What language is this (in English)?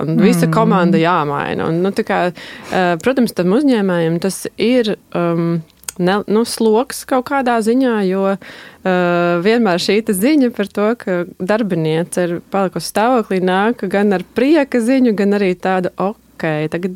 Latvian